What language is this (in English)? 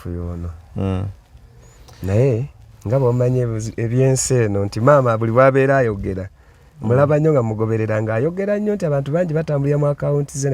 Ganda